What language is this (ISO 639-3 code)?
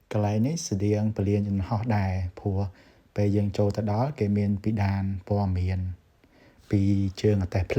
khm